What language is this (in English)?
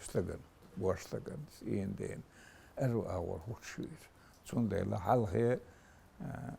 Chechen